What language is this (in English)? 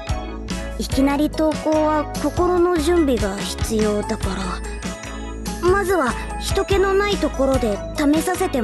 Japanese